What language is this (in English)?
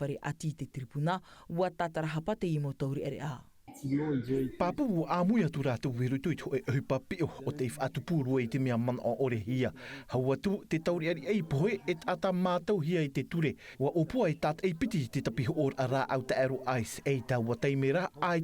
Tahitian